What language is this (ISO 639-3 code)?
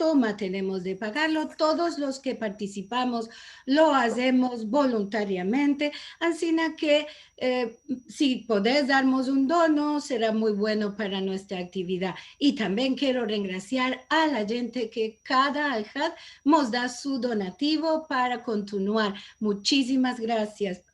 lad